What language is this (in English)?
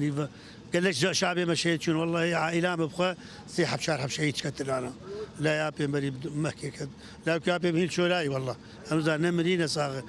Kurdish